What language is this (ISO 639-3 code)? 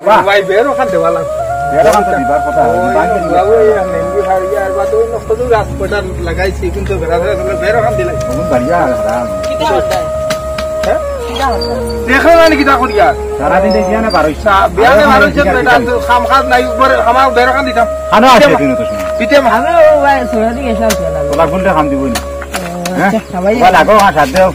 syl